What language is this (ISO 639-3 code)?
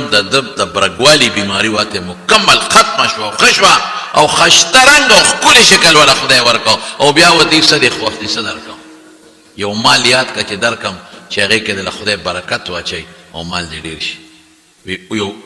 pus